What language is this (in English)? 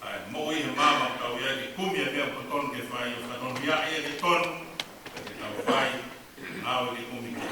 Tongan